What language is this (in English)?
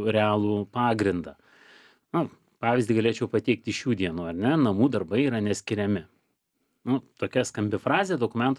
Lithuanian